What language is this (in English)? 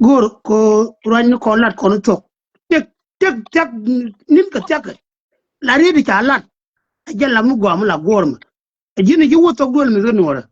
Nuer